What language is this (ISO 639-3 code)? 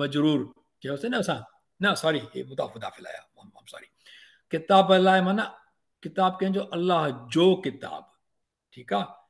snd